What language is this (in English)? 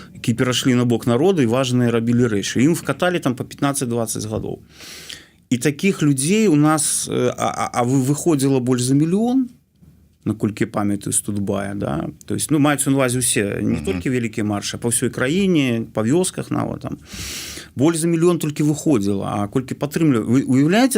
Belarusian